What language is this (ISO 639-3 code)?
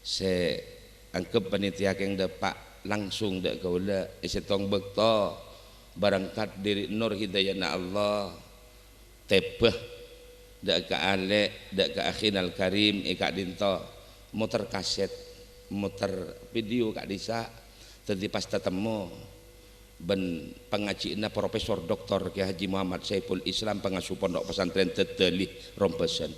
mad